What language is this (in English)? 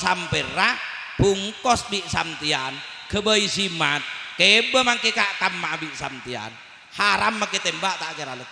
Madurese